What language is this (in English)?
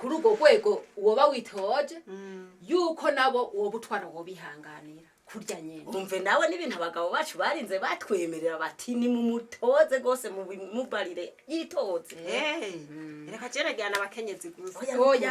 Rundi